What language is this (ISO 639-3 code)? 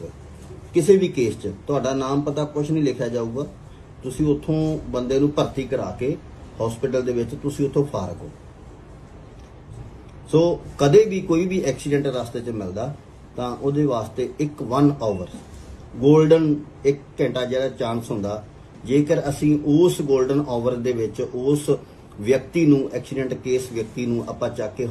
pan